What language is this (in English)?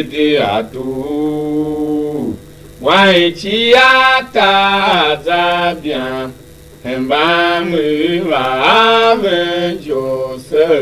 Tiv